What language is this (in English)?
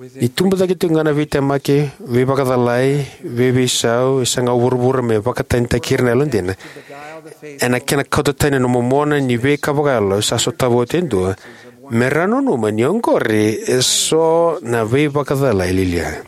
Fijian